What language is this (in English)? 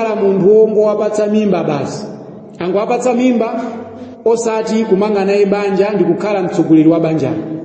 Nyanja